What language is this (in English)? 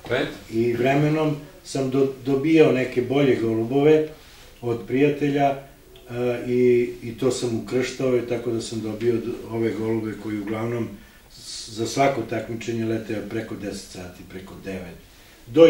Serbian